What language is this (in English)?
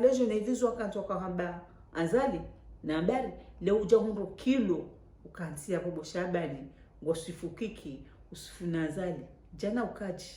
Ngazidja Comorian